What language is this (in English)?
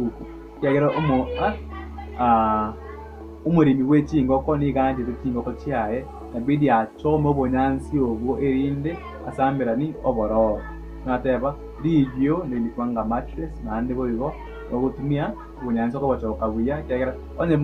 Gusii